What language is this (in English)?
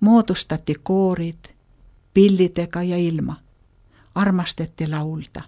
Estonian